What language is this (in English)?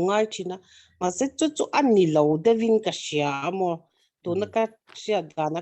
Mizo